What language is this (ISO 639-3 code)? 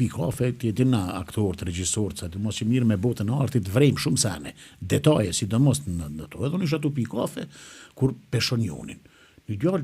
sqi